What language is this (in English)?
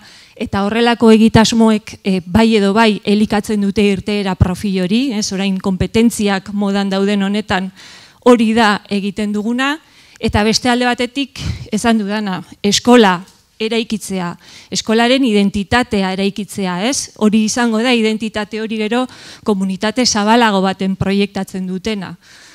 Basque